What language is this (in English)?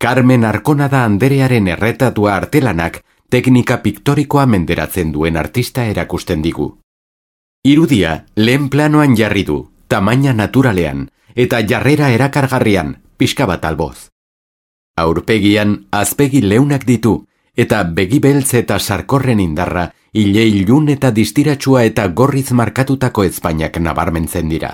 Basque